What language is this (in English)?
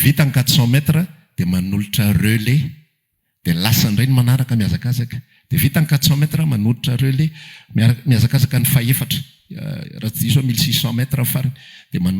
Malagasy